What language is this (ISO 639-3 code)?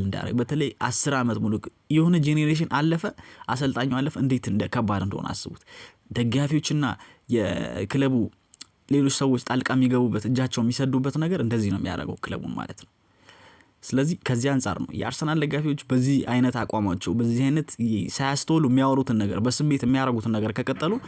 amh